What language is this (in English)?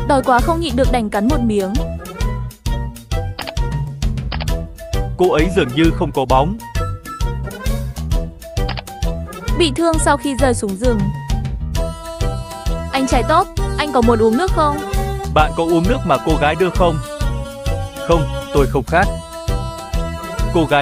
Vietnamese